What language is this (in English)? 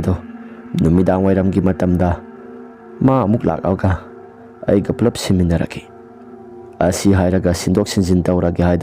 Manipuri